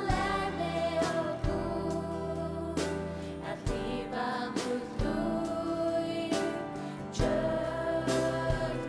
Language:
Faroese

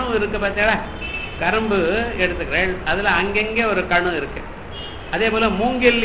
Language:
Tamil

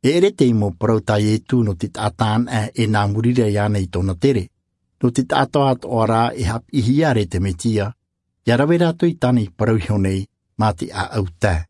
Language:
Albanian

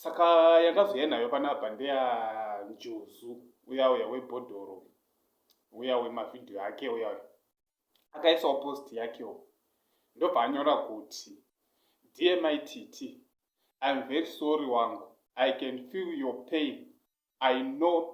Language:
Shona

